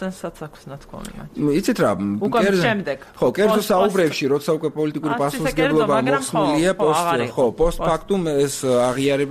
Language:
Georgian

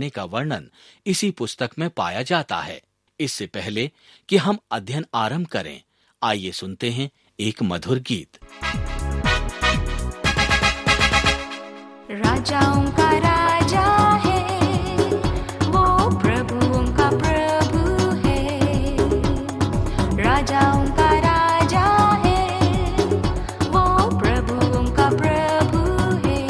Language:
Hindi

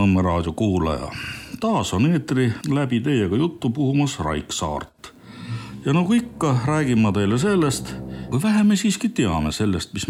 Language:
Estonian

